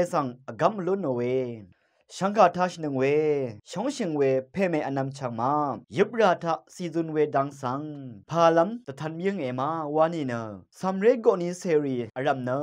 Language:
Rawang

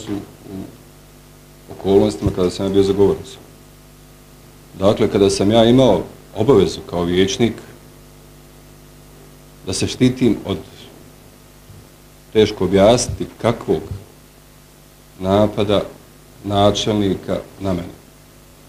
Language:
Bosnian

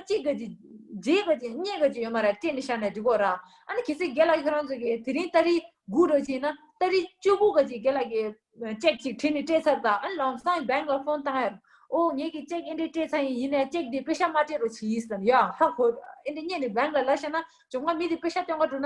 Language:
Tibetan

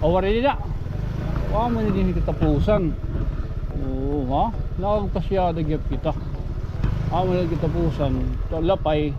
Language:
Waray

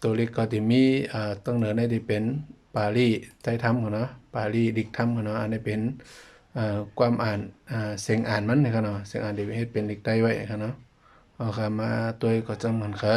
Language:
Shan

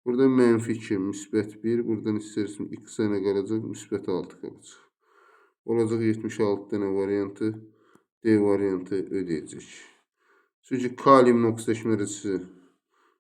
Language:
Azerbaijani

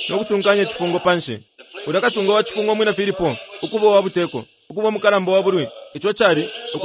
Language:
Bemba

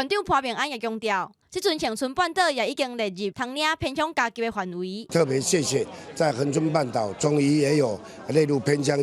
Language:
Min Nan Chinese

